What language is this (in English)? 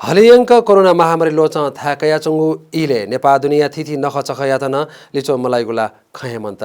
Newari